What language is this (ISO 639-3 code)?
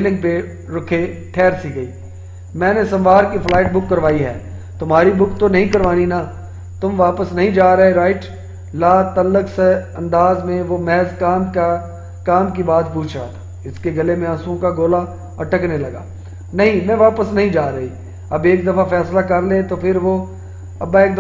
urd